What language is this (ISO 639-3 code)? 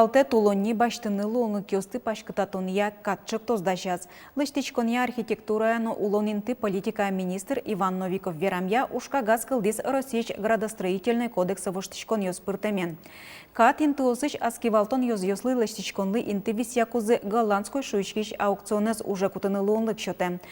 udm